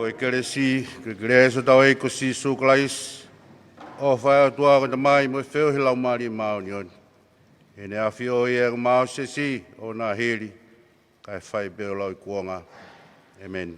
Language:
Tongan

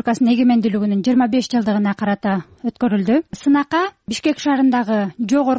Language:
Kyrgyz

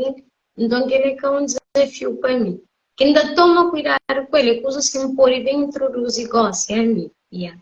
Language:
Kabuverdianu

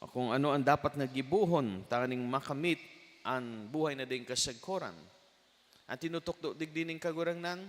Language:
Bikol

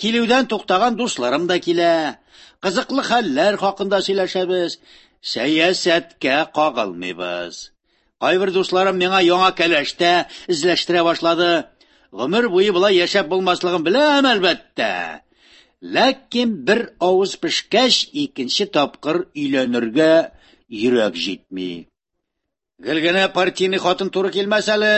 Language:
Tatar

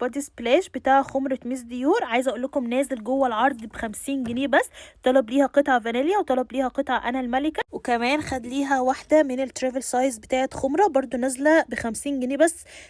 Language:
Egyptian Arabic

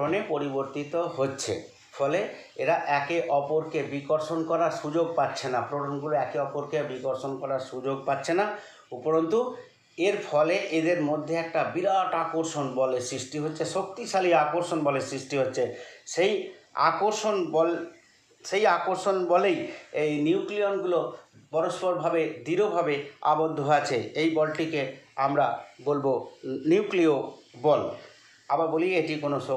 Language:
Bangla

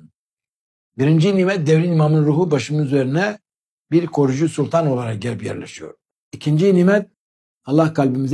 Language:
Turkish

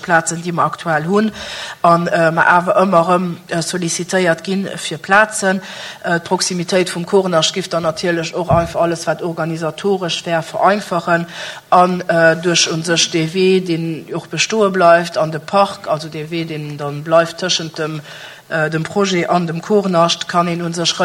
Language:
Luxembourgish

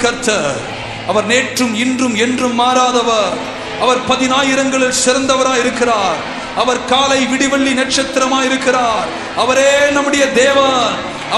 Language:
Tamil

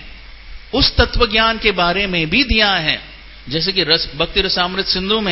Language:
Hindi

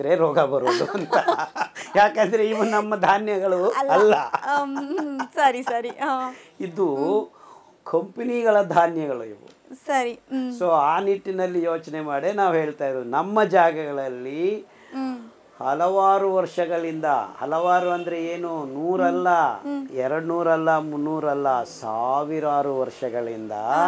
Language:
Kannada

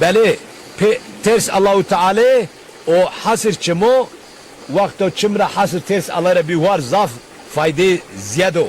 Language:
Zaza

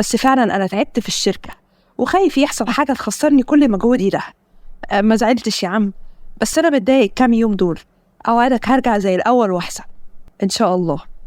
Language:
Egyptian Arabic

